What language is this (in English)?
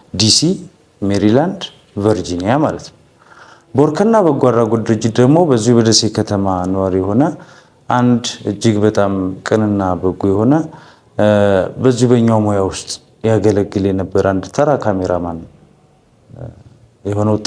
Amharic